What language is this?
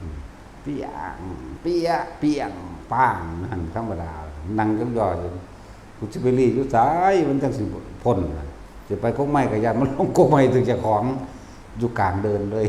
Northeastern Thai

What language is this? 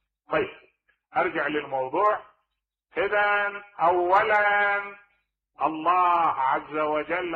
Mesopotamian Arabic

